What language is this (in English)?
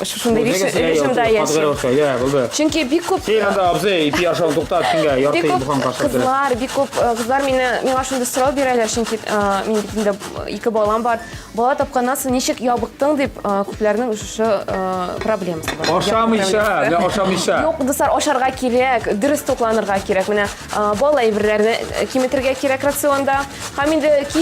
Tatar